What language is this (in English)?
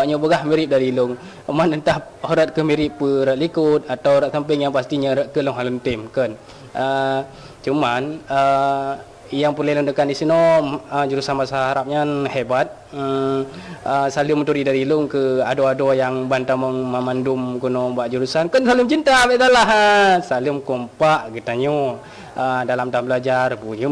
Achinese